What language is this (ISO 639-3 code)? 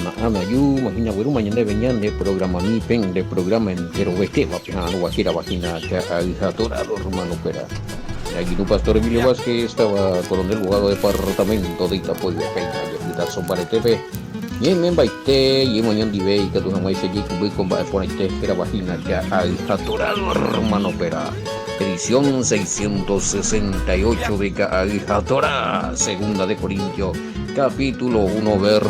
grn